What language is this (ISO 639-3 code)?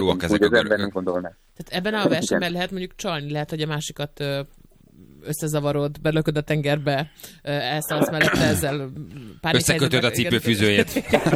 hun